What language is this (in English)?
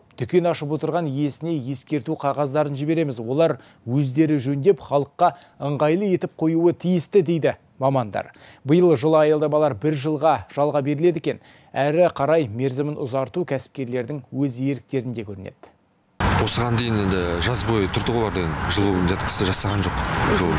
Kazakh